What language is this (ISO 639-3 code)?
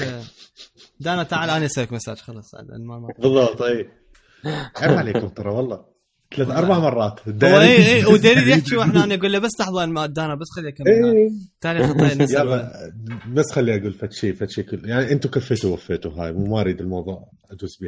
acm